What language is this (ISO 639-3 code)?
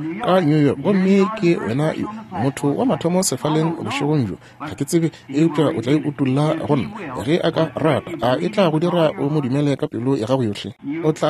nso